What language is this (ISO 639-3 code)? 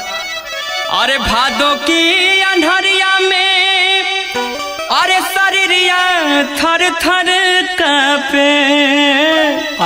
bho